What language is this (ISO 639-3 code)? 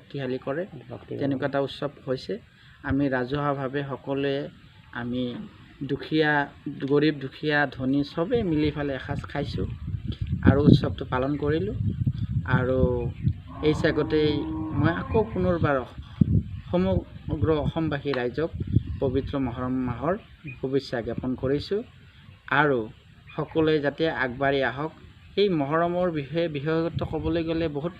asm